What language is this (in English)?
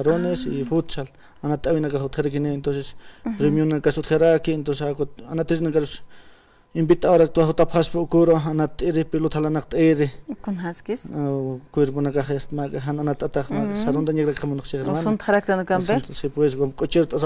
Aymara